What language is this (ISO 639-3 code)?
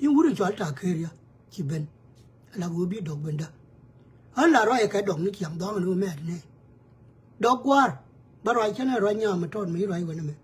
nus